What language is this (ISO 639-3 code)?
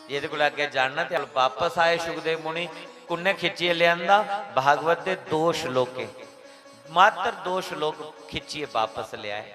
doi